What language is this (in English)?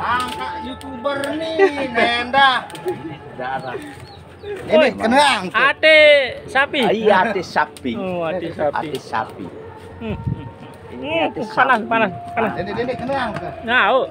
Sasak